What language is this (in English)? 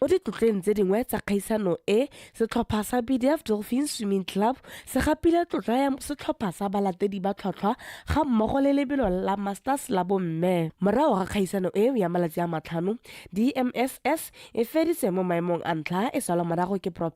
Tswana